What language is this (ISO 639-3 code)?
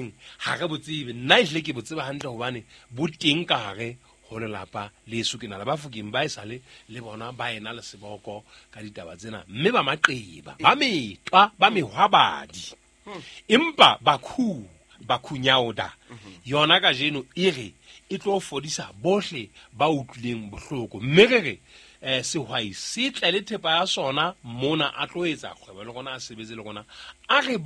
sot